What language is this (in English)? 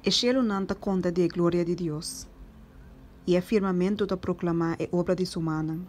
Papiamento